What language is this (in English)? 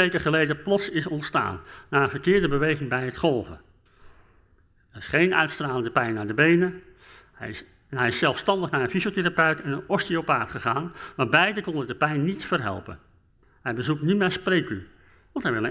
Dutch